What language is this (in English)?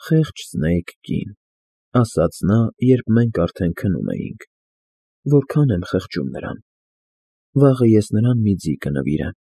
Armenian